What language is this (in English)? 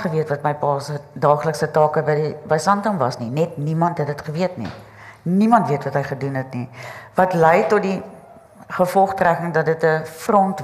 Afrikaans